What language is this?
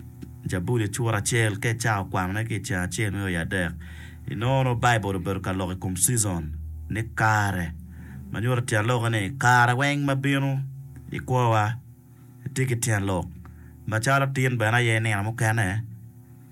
Acoli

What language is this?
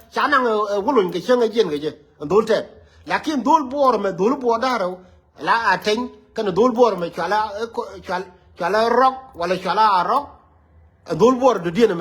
Nuer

